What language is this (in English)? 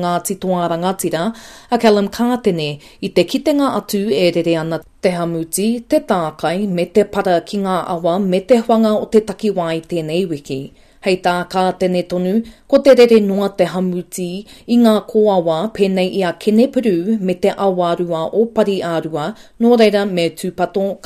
Māori